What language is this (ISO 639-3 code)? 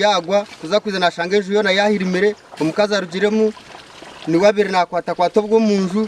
nyn